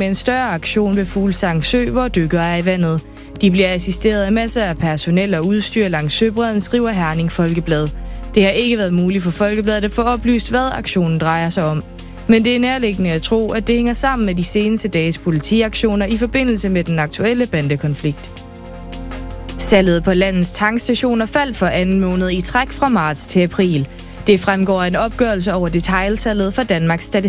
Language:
Danish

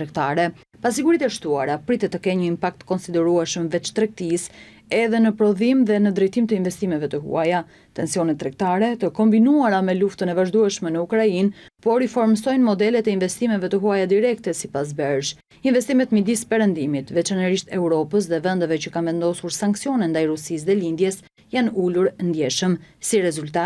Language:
Albanian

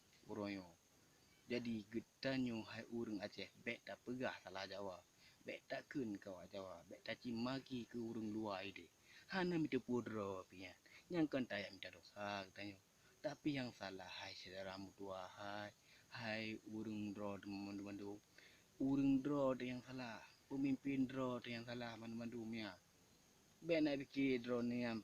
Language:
Achinese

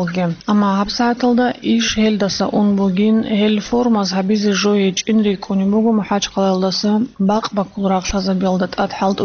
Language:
Avaric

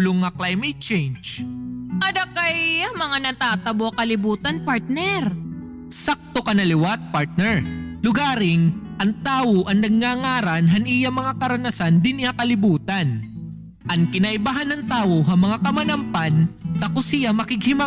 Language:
Waray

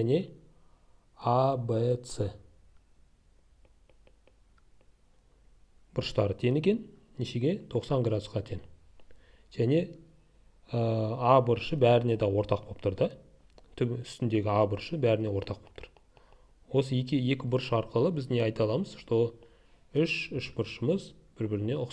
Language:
Kazakh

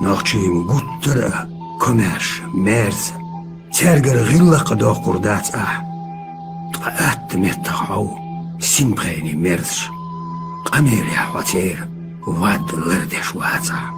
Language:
Chechen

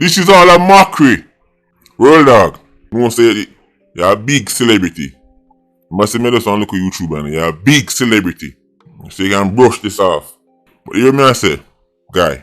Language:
Jamaican Creole English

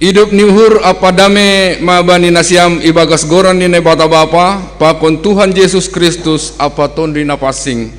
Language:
Batak Simalungun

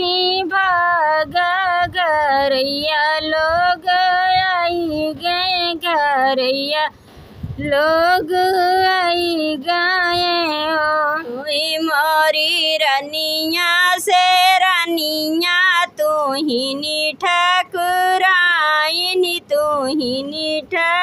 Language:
Bhojpuri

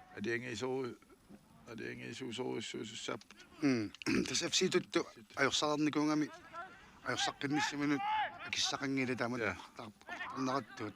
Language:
Kalaallisut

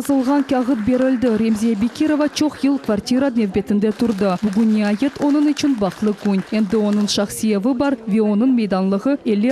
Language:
Crimean Tatar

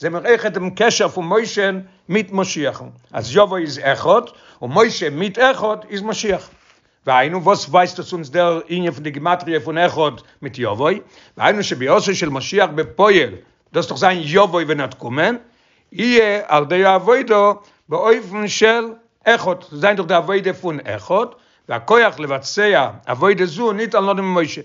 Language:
Yiddish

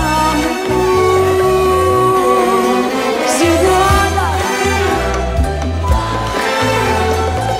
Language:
Greek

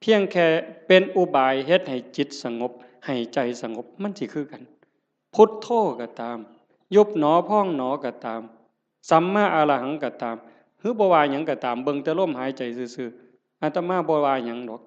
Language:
Northeastern Thai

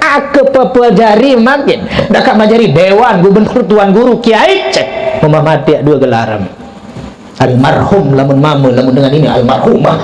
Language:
Sasak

